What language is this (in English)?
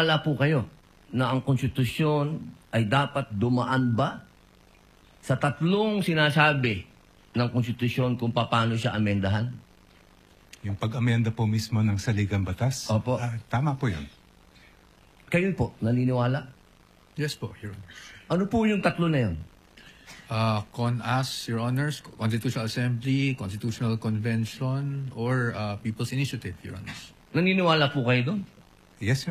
Filipino